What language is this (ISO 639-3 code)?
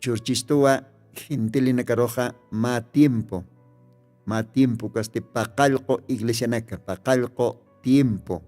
aym